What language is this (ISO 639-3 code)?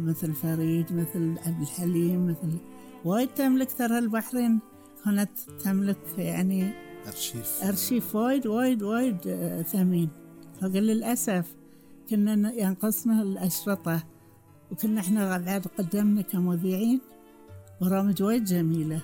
afb